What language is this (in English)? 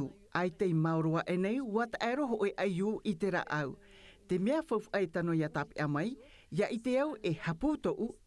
Tahitian